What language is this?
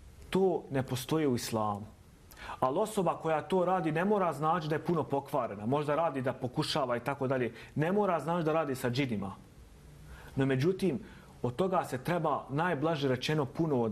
Bosnian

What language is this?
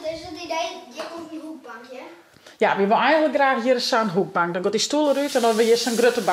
Western Frisian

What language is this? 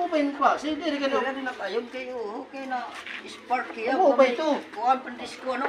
Waray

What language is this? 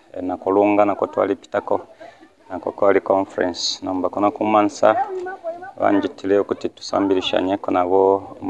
Bemba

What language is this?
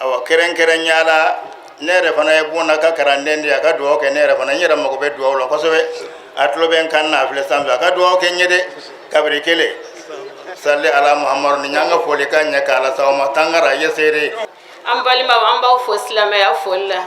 Bambara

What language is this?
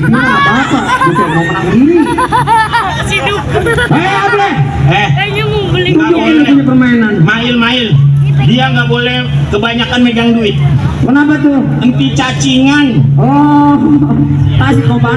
Betawi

